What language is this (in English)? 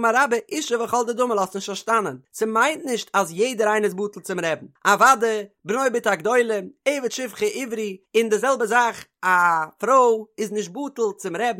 Yiddish